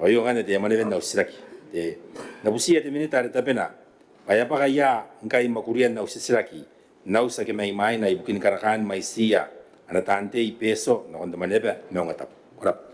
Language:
Gilbertese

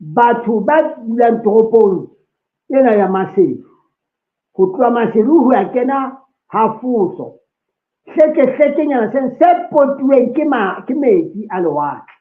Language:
Southern Sotho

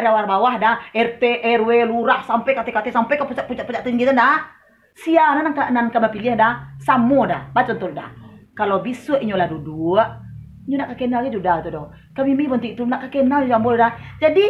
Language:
Minangkabau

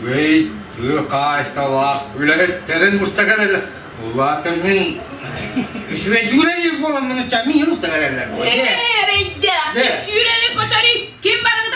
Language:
Yakut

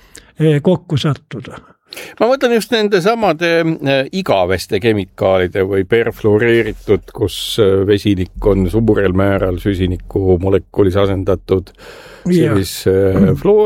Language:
Estonian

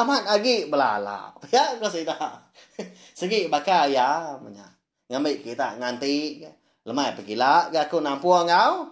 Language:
Iban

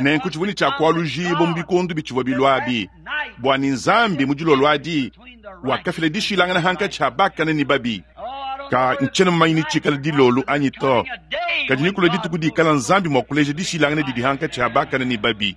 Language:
Luba-Lulua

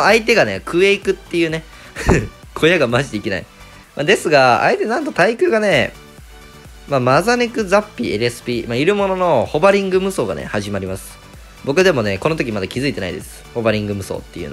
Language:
Japanese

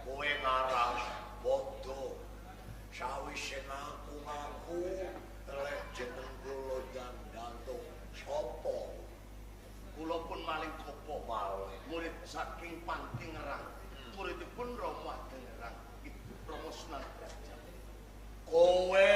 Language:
Javanese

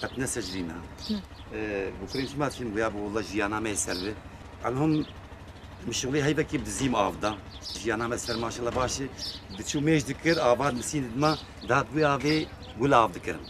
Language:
Kurdish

